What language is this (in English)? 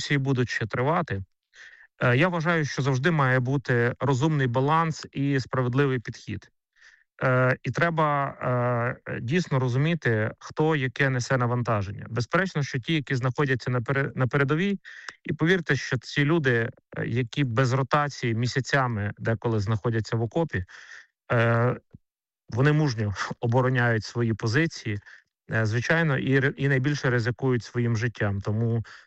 Ukrainian